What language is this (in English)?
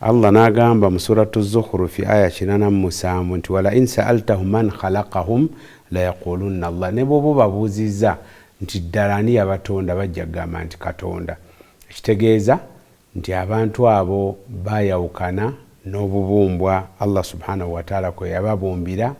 Ganda